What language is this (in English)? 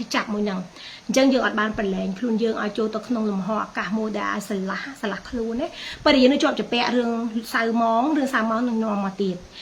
Khmer